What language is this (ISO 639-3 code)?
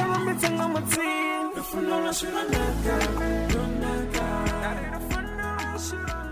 ven